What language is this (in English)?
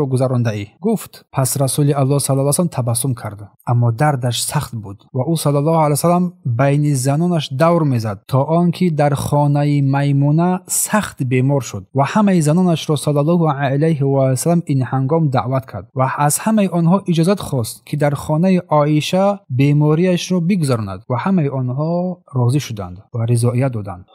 Tajik